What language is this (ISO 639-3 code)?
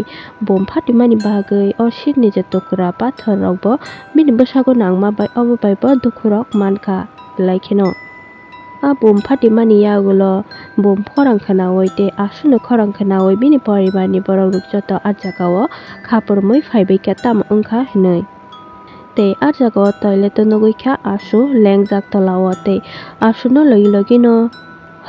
trp